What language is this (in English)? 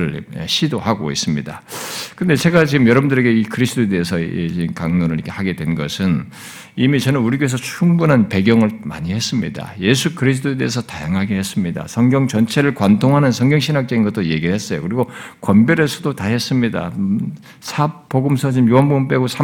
Korean